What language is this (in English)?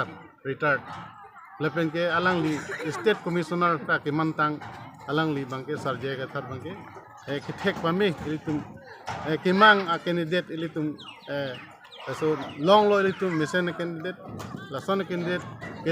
Karbi